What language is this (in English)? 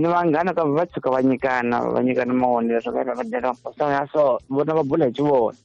Tsonga